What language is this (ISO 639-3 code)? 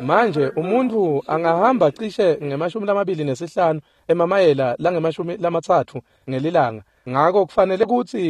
ssw